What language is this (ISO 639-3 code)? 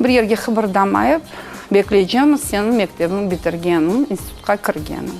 crh